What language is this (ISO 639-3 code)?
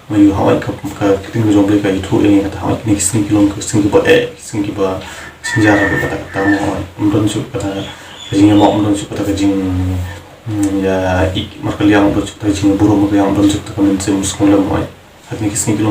kha